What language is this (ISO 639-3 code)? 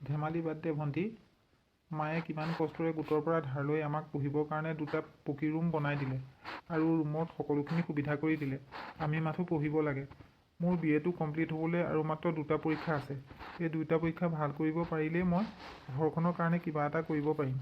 asm